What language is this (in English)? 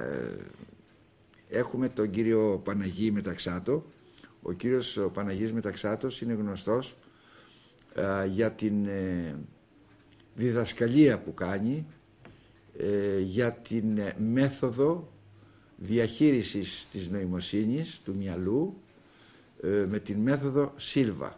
Greek